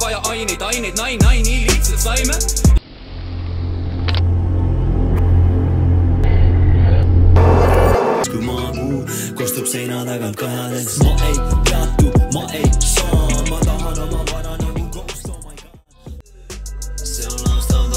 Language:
Estonian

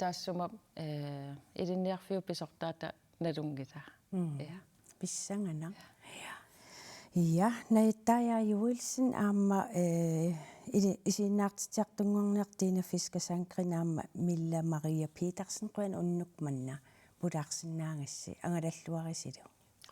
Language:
Kalaallisut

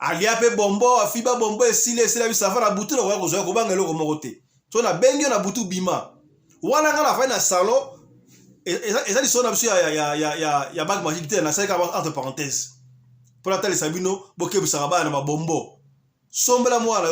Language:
Lingala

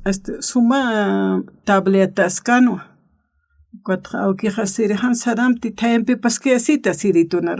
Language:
Aymara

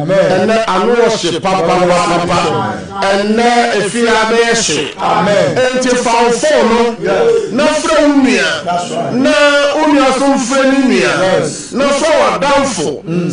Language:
Akan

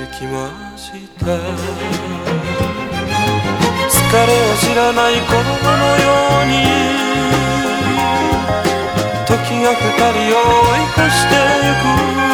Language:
Japanese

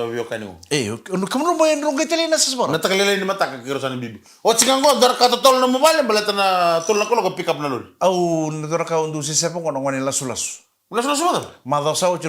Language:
Fijian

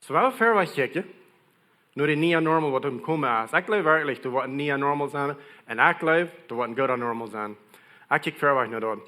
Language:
Plautdietsch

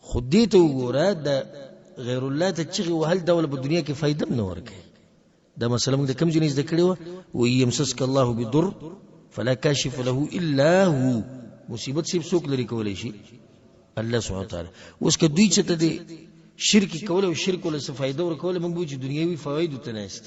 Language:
Pashto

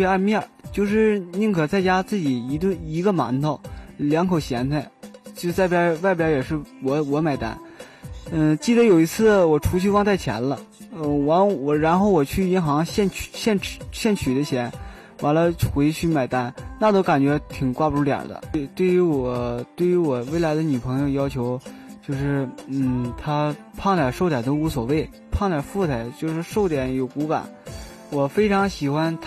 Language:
Chinese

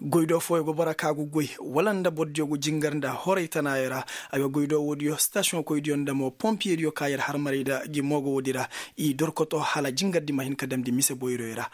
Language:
Koyraboro Senni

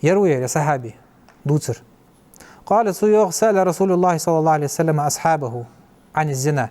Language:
Ingush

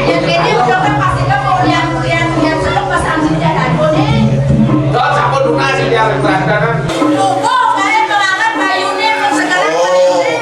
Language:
Balinese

